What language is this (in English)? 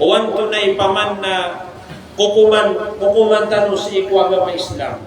Maranao